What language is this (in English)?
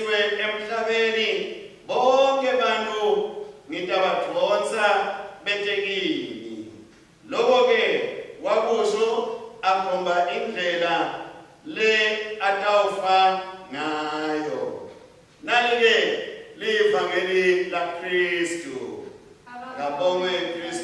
Swati